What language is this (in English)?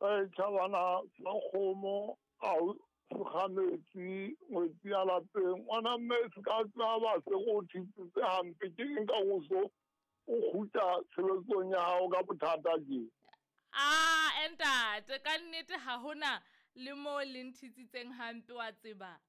Southern Sotho